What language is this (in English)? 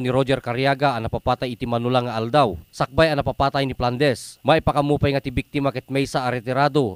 Iloko